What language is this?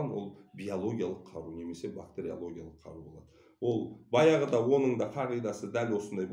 Kazakh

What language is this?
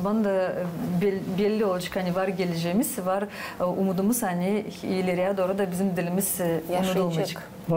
Gagauz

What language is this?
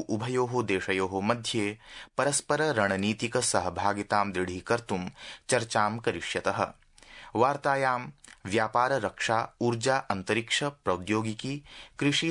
Sanskrit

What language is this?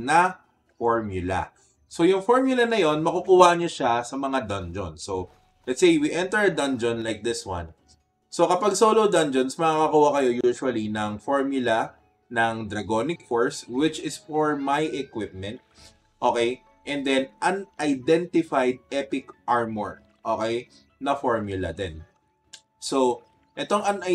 Filipino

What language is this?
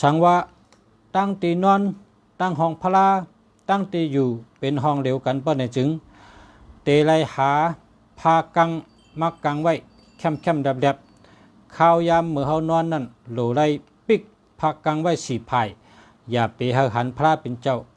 Shan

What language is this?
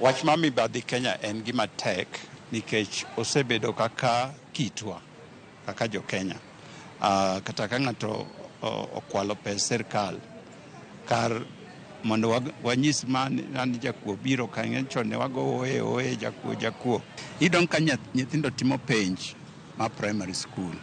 Luo (Kenya and Tanzania)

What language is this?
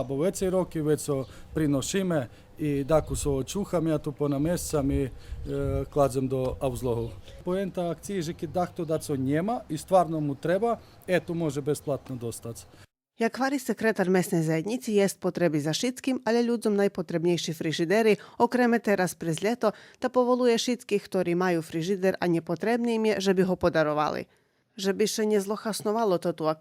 Rusyn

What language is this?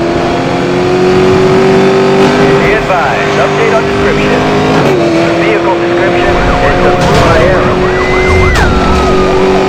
English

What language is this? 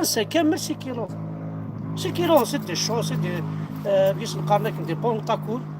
Kabyle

